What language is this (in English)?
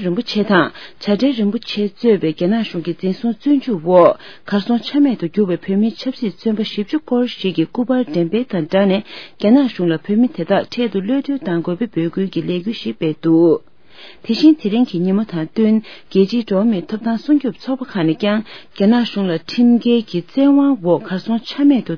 Tibetan